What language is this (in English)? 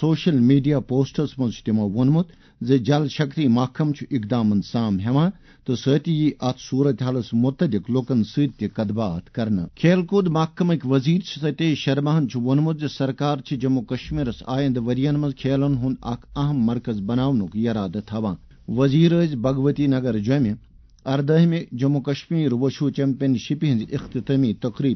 Kashmiri